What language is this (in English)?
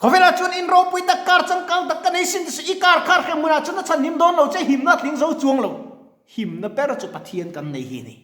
Mizo